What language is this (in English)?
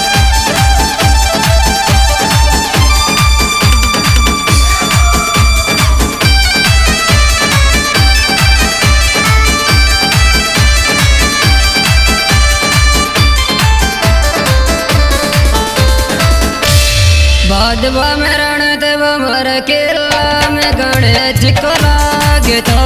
Bhojpuri